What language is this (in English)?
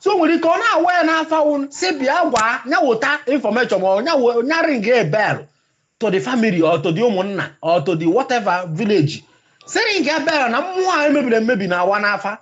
Igbo